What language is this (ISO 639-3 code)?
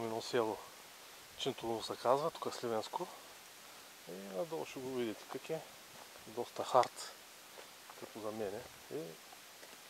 bul